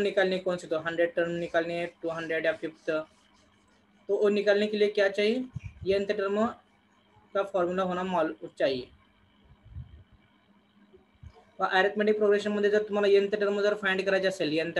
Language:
Marathi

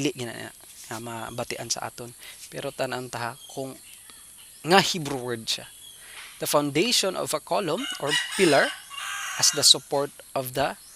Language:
Hiligaynon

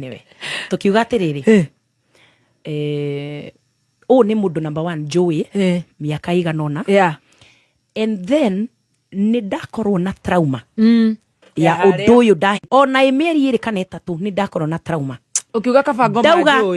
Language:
Kikuyu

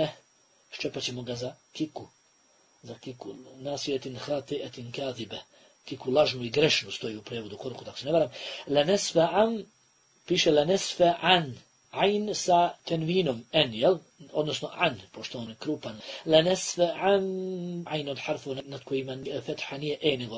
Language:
Bosnian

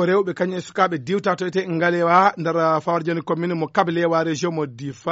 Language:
Fula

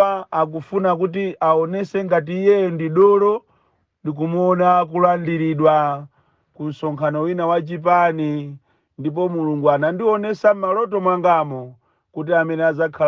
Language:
Nyanja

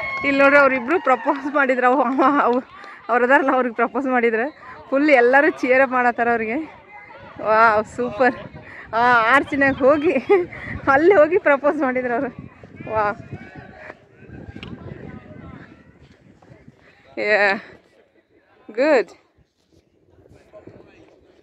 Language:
Kannada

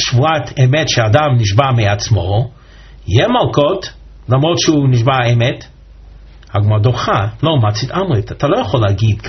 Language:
Hebrew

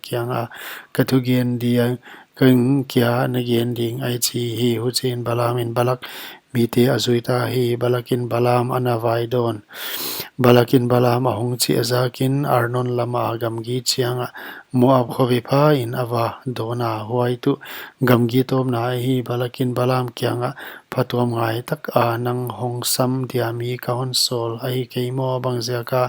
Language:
Paite Chin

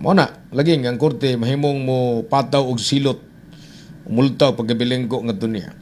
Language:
Cebuano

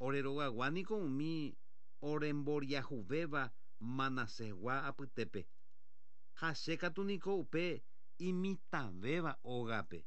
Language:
Guarani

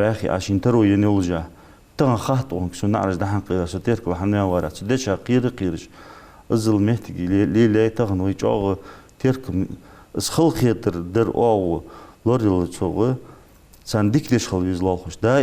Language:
Ingush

